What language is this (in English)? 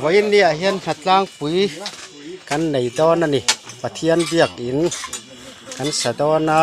Mizo